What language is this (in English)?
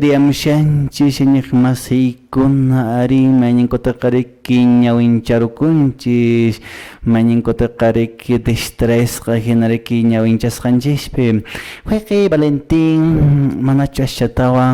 Quechua